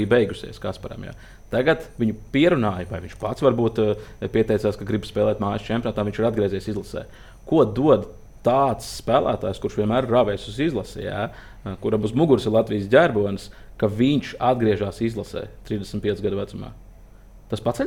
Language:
Latvian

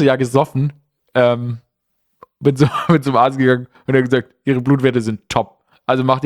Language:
German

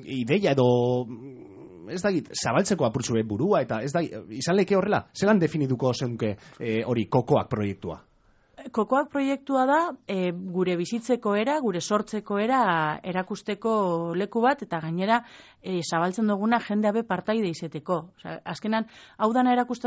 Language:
Basque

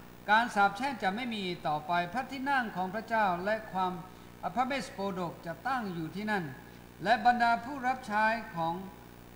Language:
Thai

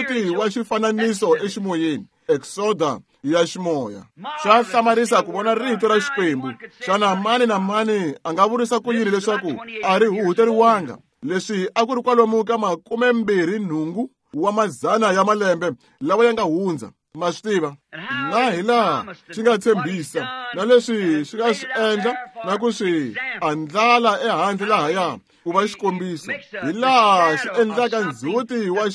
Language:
Tsonga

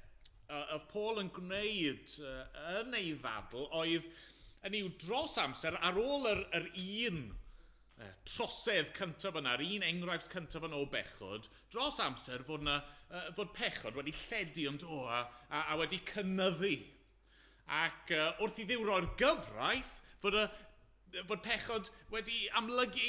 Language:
Welsh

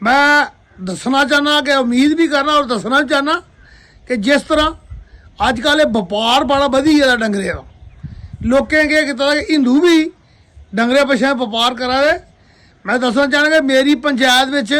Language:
Dogri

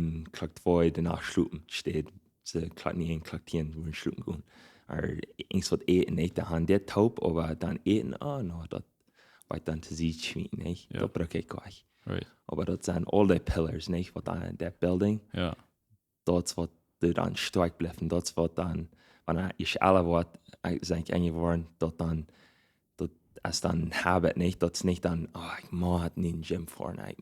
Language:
Plautdietsch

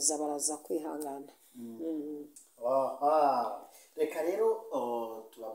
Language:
Kinyarwanda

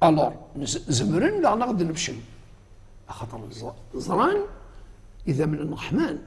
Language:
Kabyle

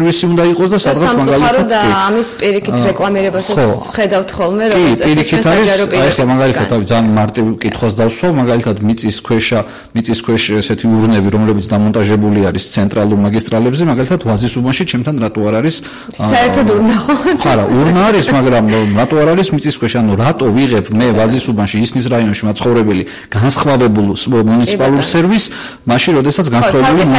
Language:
Georgian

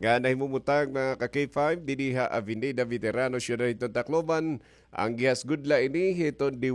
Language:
Waray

